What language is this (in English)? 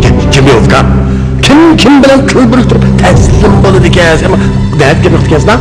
Uyghur